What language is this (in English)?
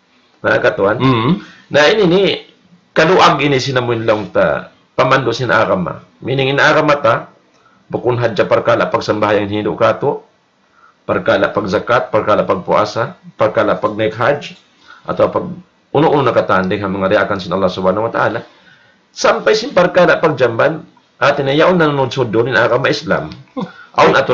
Tausug